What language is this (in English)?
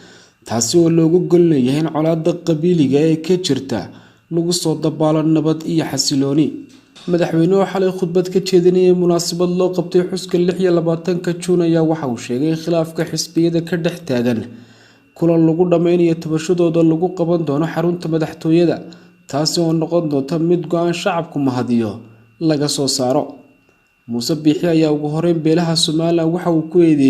Somali